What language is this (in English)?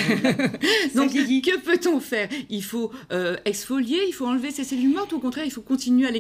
French